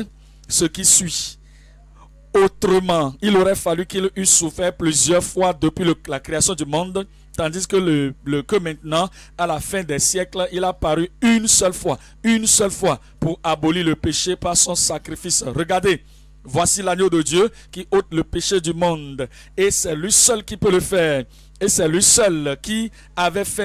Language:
French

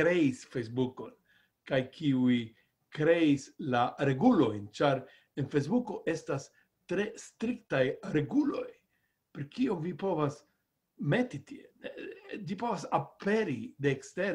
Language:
Esperanto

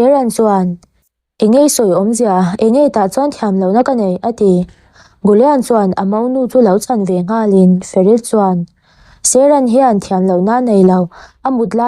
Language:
Mizo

